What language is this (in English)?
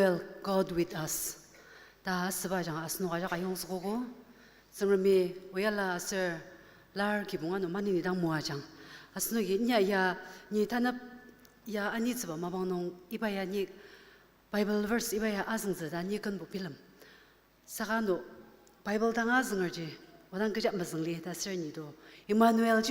Ao Naga